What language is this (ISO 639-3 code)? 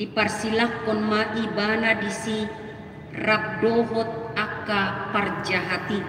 bbc